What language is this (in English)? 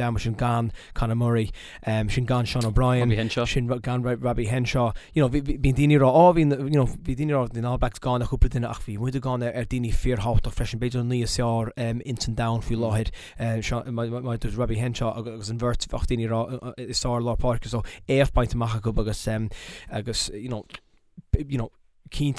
Irish